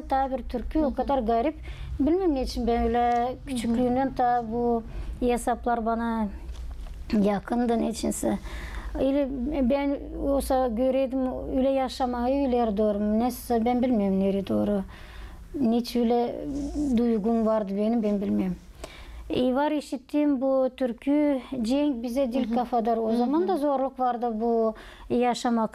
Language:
Gagauz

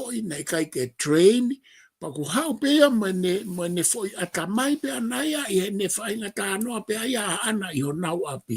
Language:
Tongan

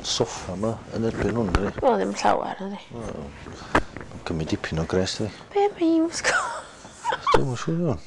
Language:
Welsh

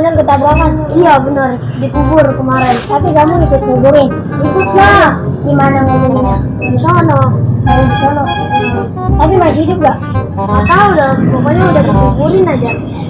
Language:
Betawi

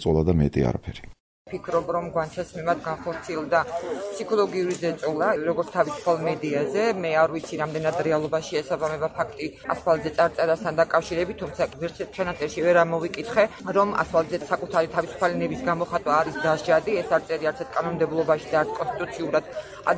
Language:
Georgian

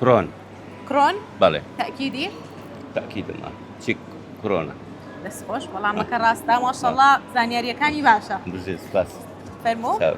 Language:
Central Kurdish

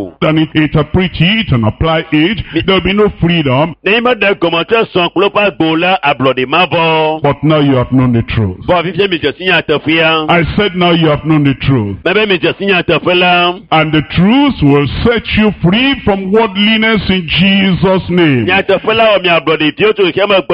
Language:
Ewe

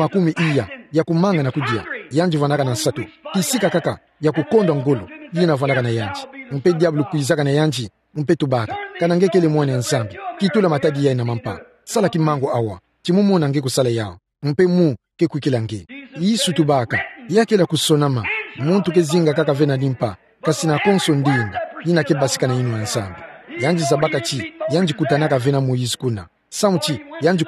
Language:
Kituba (Democratic Republic of Congo)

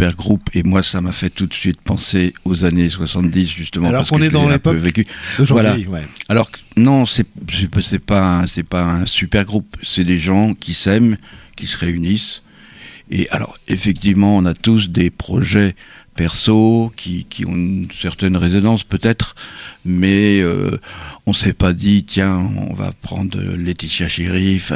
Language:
French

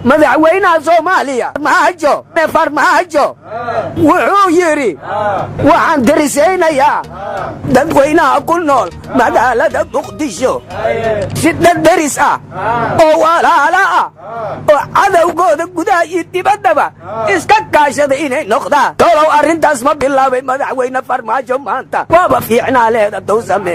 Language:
Somali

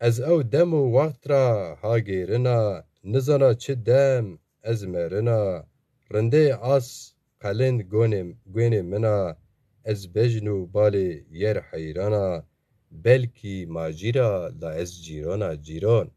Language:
Zaza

